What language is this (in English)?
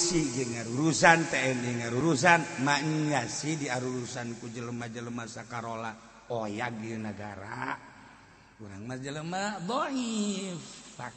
Sundanese